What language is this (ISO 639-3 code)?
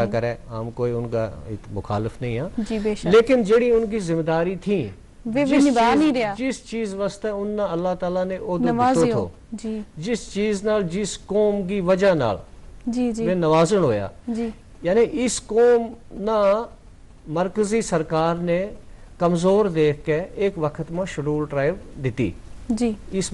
gju